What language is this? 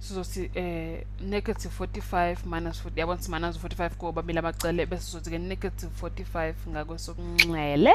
Zulu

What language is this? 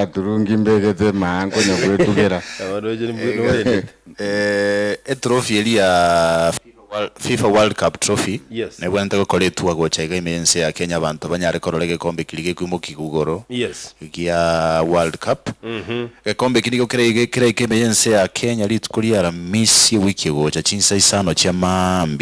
Gusii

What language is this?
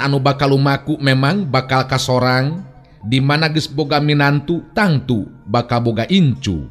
Sundanese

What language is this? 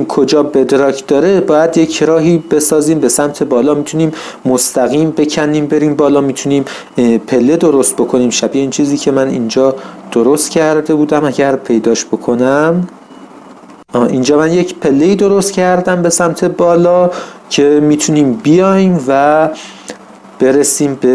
Persian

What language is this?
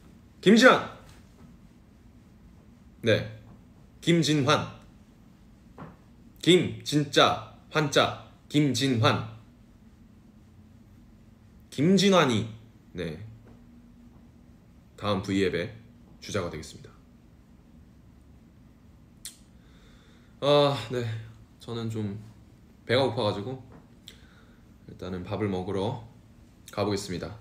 Korean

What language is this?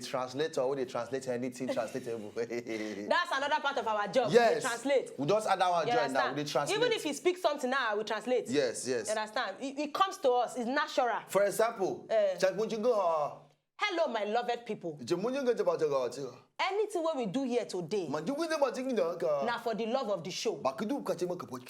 Nigerian Pidgin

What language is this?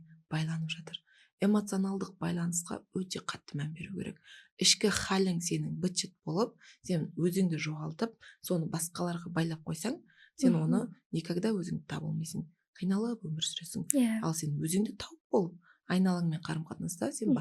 Kazakh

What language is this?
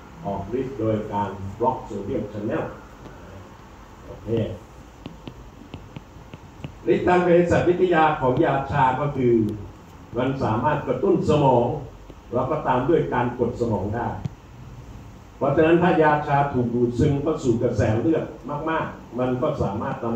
Thai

